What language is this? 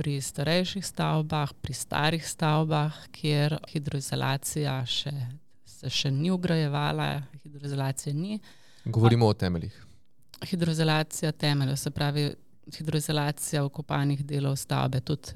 Slovenian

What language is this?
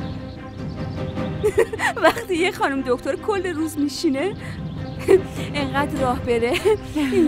Persian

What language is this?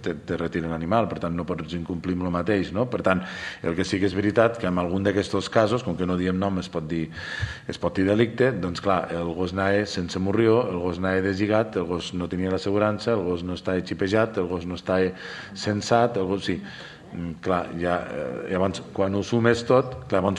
Catalan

